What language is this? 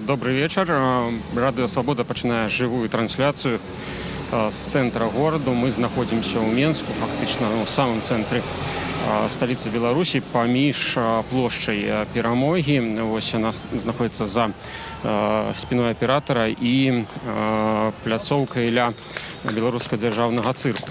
Belarusian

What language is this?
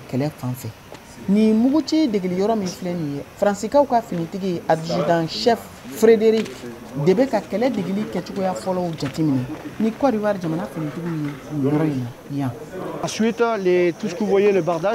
Bambara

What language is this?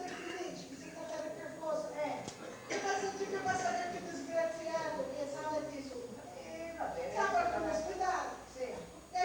Sicilian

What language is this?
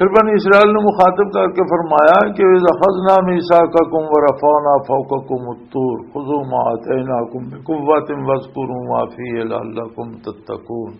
Western Panjabi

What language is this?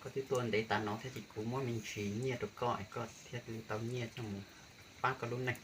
Hmong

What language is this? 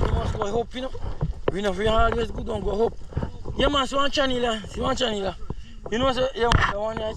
Jamaican Creole English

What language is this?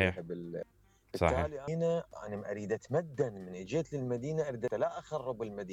Mesopotamian Arabic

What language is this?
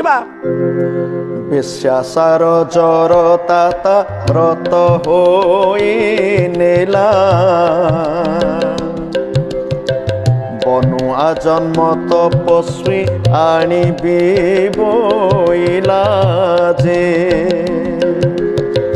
Odia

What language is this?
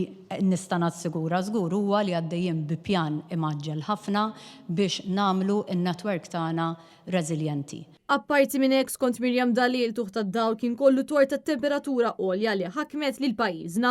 Maltese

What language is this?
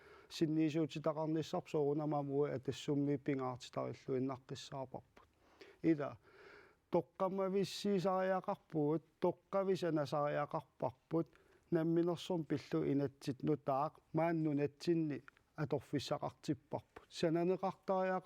Kalaallisut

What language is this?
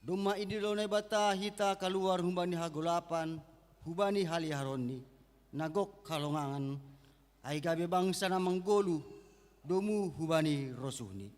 Batak Simalungun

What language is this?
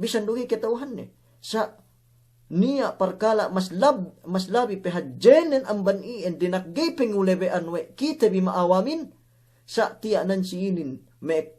Yakan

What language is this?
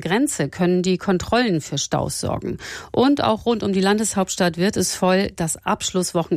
German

